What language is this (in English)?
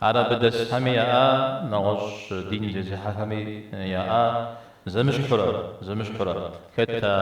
Kabardian